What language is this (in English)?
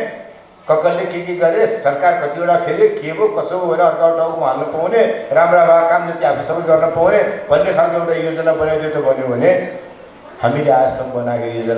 Nepali